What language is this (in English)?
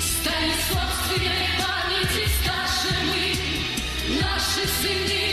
Tatar